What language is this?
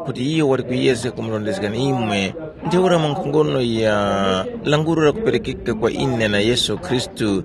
Tumbuka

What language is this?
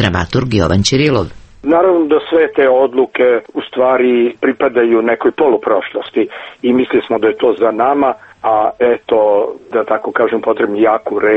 Serbian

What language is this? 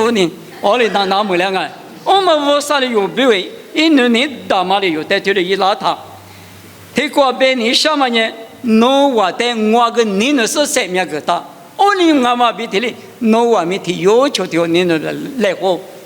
Lisu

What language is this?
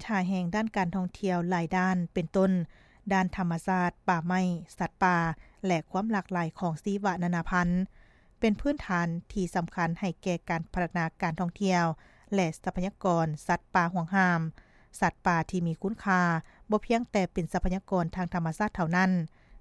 Lao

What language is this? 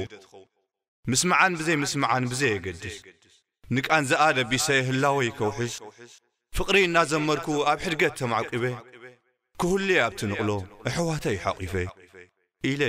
Tigrinya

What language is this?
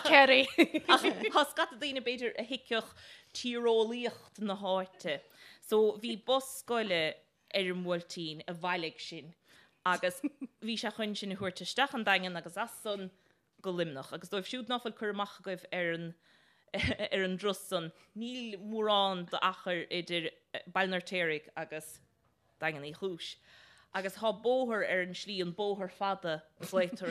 Irish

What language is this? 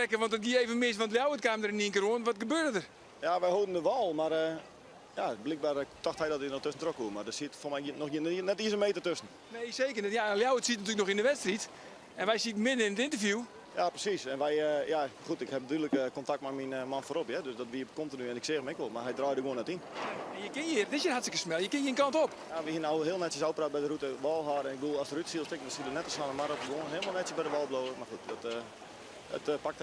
Western Frisian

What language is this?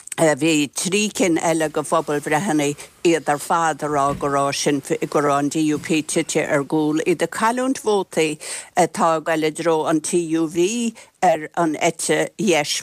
Irish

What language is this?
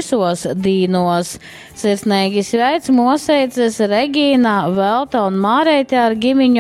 Latgalian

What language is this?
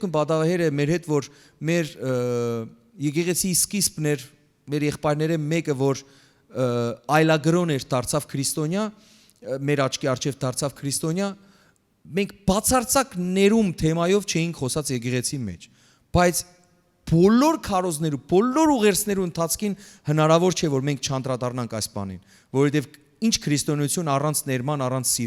Western Armenian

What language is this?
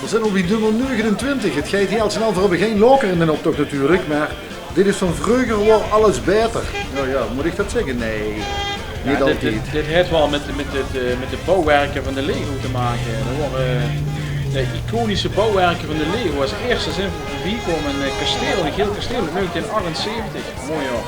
Limburgish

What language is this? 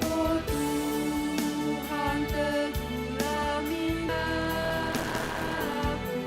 Batak Karo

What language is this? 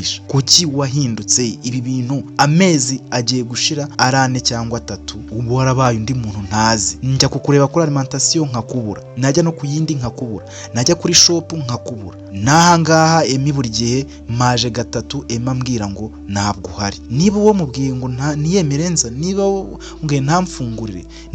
Kinyarwanda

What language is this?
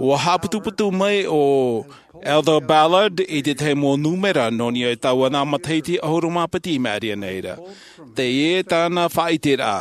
Tahitian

